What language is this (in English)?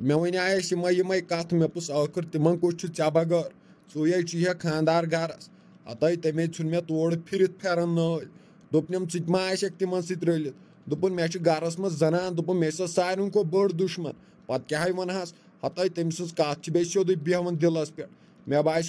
Kashmiri